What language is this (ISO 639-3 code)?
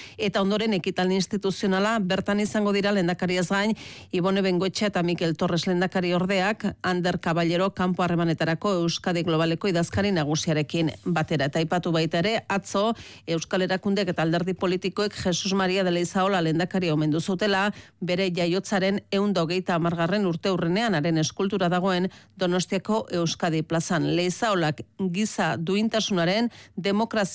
eus